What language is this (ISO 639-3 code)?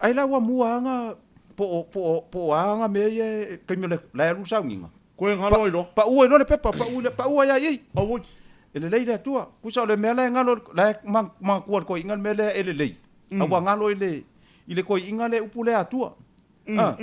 smo